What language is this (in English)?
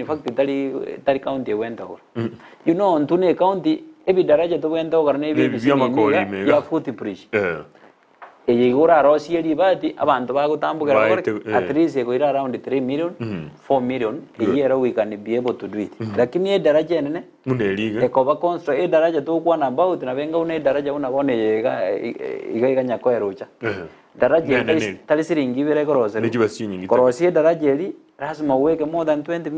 Gusii